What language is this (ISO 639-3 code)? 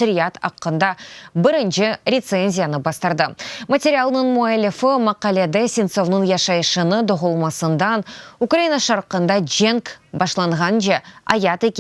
crh